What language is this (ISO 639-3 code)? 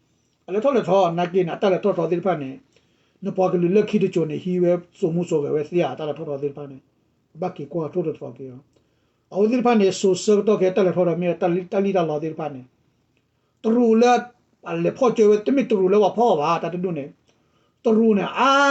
ksw